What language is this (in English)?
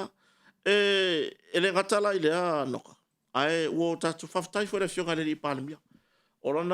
Samoan